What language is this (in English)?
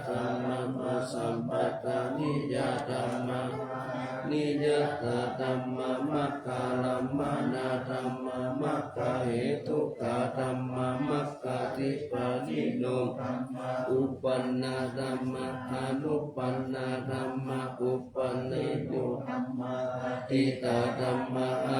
Pali